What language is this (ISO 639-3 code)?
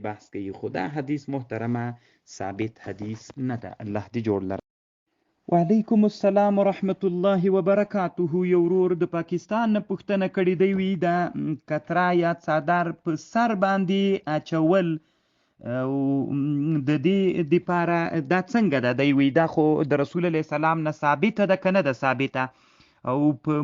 pus